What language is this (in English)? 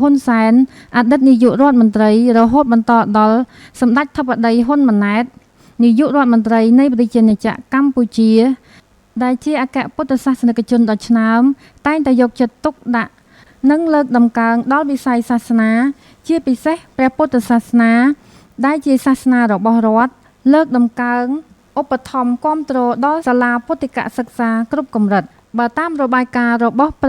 Khmer